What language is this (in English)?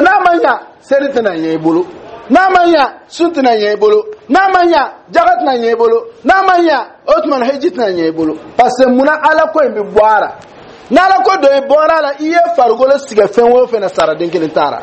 Dyula